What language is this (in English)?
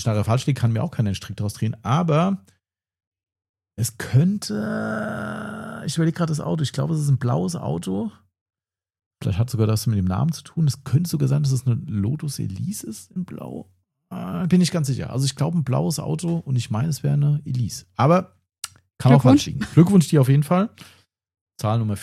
German